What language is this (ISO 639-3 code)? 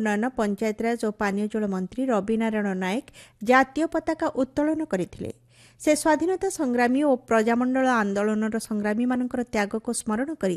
ori